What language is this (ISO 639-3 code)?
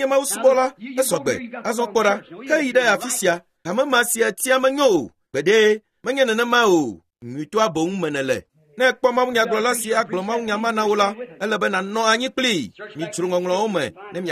ewe